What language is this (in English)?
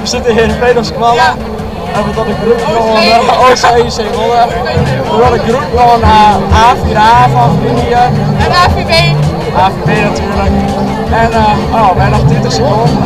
Western Frisian